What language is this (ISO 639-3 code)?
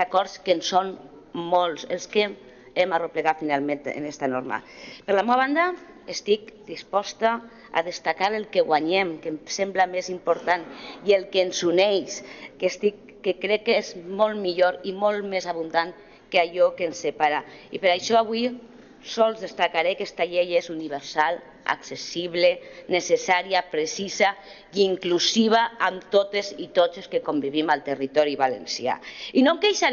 cat